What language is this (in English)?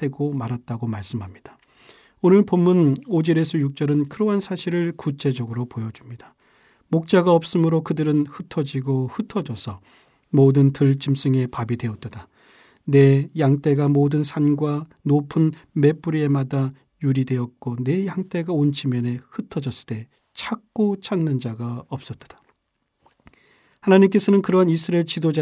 Korean